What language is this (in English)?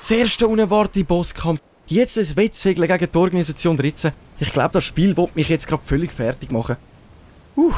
Swiss German